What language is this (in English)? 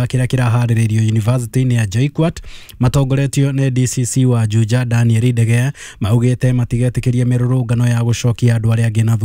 Kikuyu